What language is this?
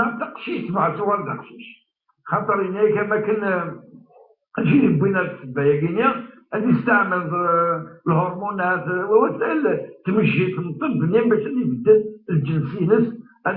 Kabyle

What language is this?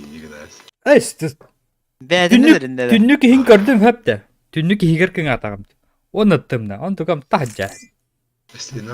Yakut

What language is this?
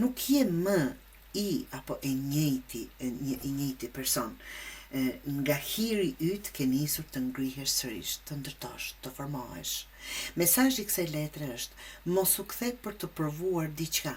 Albanian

